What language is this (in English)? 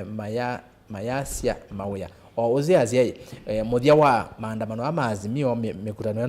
Kamba